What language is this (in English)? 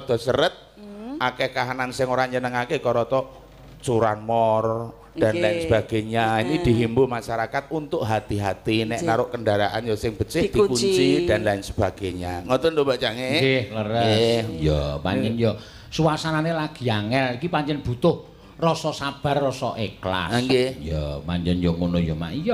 Javanese